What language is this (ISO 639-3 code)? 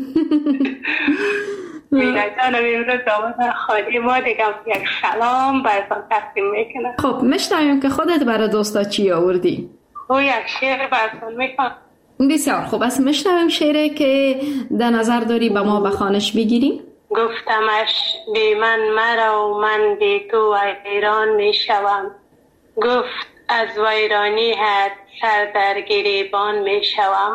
fas